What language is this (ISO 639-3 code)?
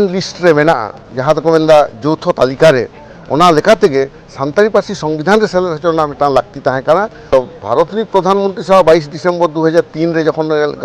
sat